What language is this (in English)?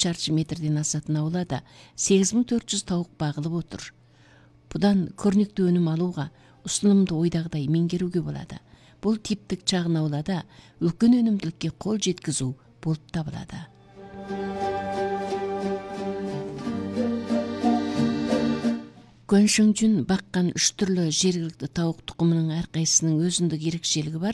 Kazakh